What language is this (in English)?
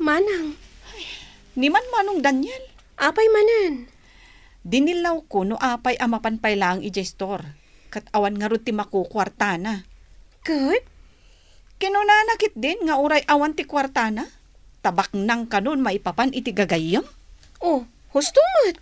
Iloko